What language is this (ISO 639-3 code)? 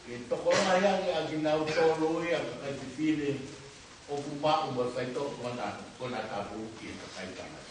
ton